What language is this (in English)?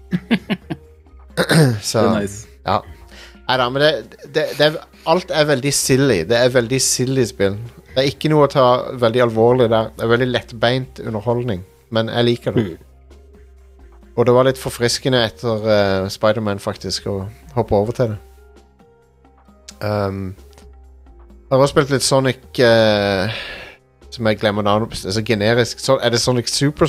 Norwegian